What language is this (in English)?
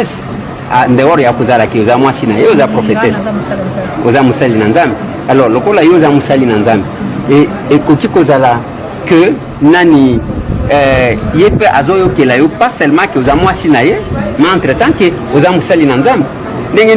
Lingala